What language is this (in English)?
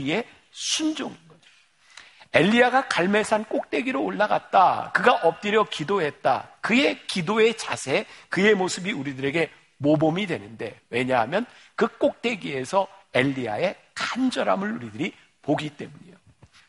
Korean